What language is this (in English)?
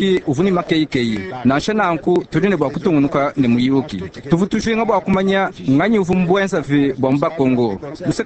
Luba-Lulua